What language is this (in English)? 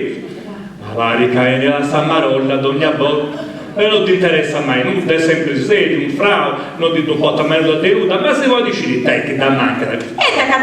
Sardinian